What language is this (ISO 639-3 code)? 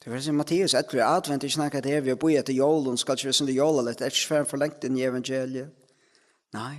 fao